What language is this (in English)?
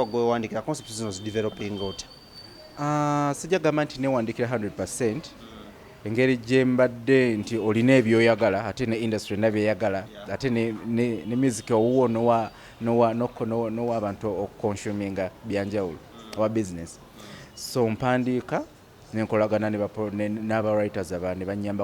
Ganda